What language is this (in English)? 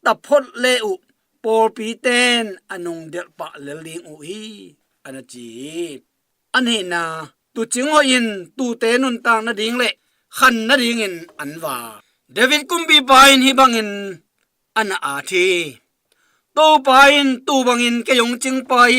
Tedim Chin